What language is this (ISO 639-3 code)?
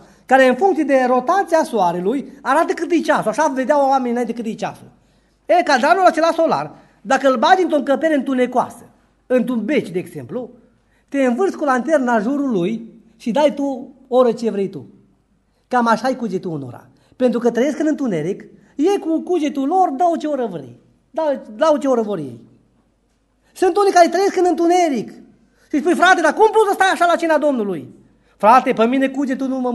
ron